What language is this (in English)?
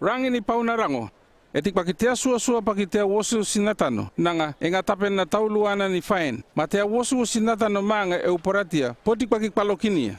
North Efate